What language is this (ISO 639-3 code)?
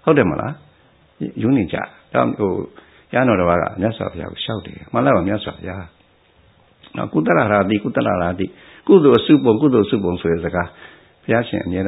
mya